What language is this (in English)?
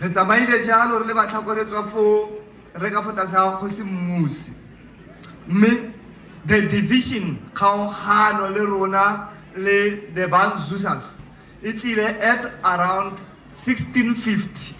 Tswana